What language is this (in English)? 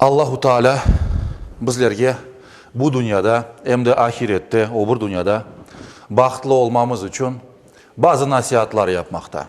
Crimean Tatar